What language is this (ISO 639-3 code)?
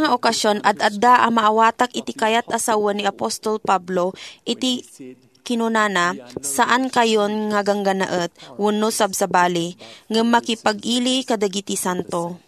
ilo